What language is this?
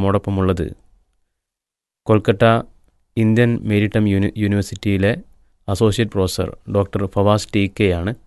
Malayalam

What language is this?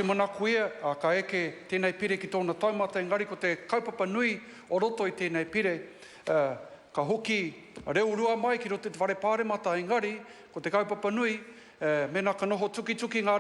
Māori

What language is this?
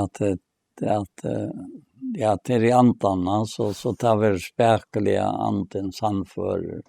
Faroese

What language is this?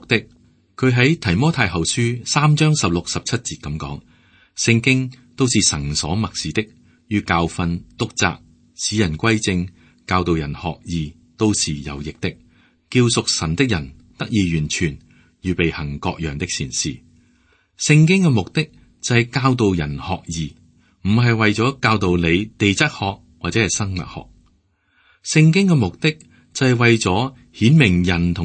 Cantonese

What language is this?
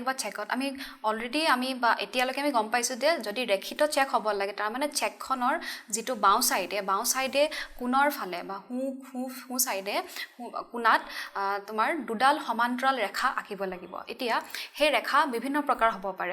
Assamese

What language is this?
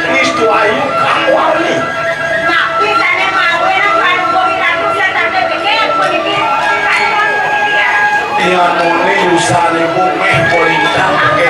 Balinese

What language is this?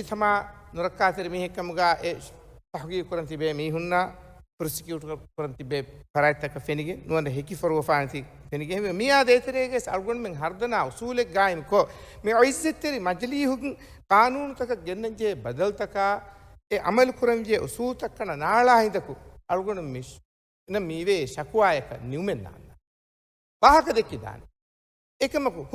Divehi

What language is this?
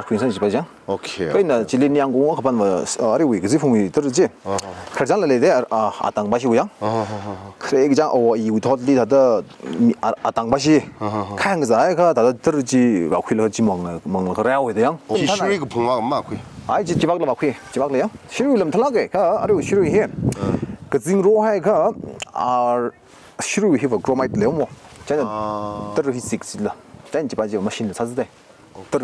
Tangkhul Naga (India)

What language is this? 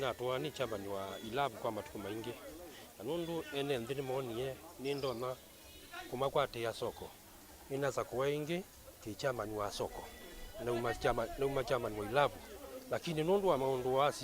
Kamba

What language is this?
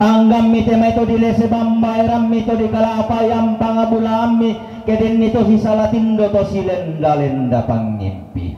Toraja-Sa'dan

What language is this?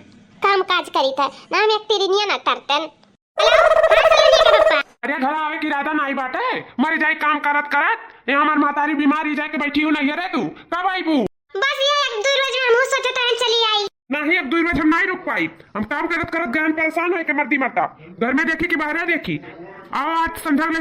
Awadhi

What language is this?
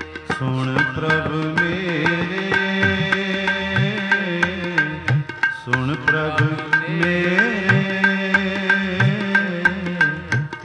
Punjabi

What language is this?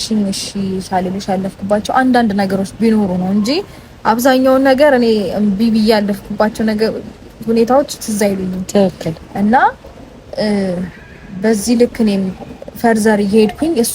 Amharic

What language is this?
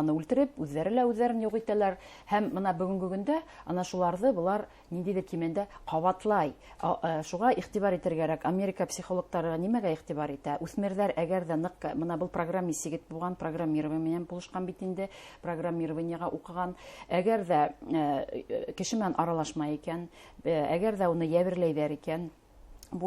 Bashkir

